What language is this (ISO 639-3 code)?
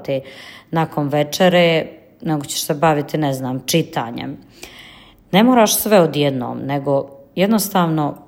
srp